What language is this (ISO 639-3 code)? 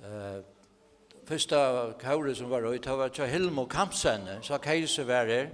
fao